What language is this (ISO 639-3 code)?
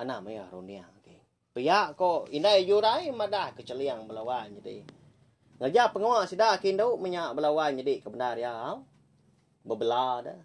iba